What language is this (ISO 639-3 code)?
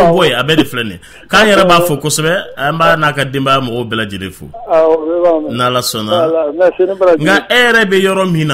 bam